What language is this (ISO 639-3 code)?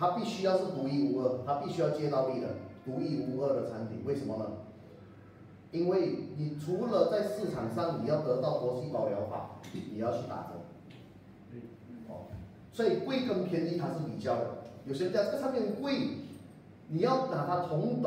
zho